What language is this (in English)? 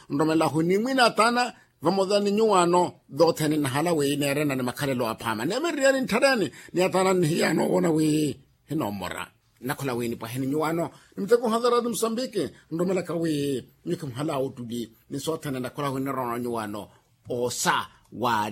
Makhuwa